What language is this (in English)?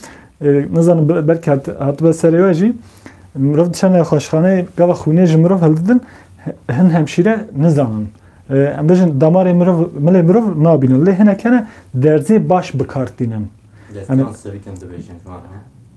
Kurdish